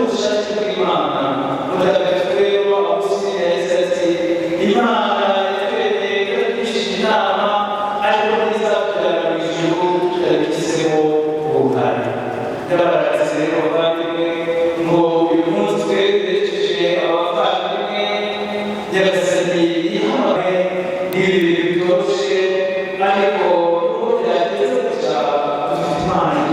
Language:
Kinyarwanda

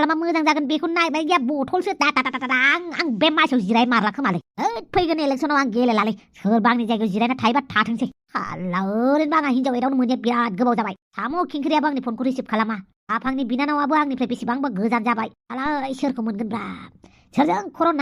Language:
Bodo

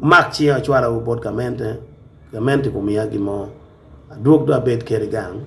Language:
Acoli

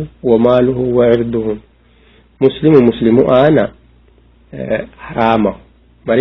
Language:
Sidamo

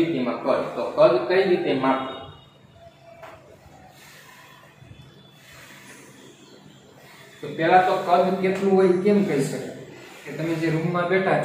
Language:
Gujarati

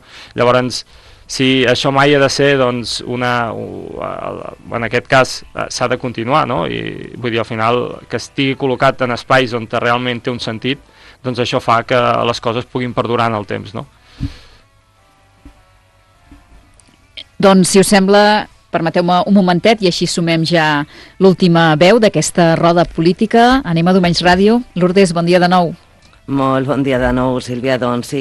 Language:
Catalan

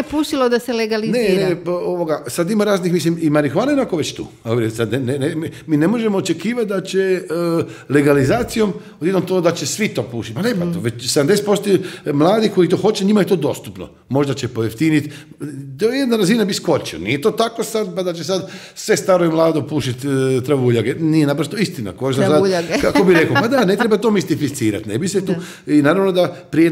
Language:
Croatian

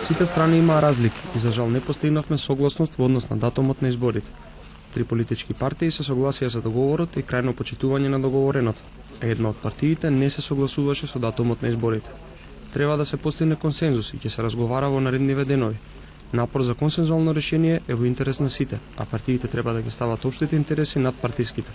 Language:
Macedonian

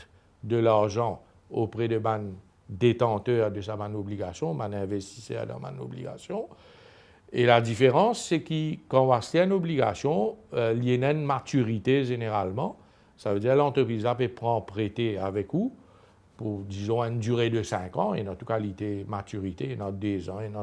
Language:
Morisyen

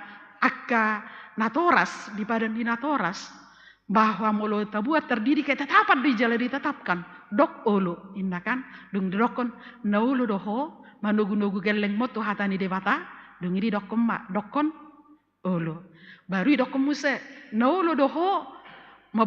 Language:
Batak Toba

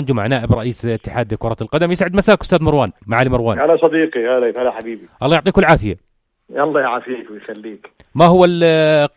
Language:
North Levantine Arabic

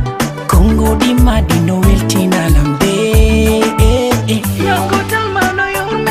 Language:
Fula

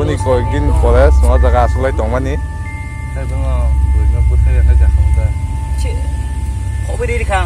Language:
Kok Borok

